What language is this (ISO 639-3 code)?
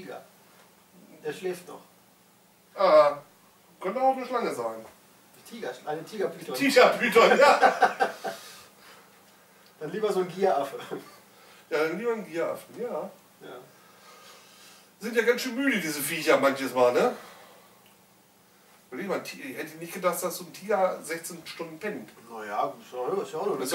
deu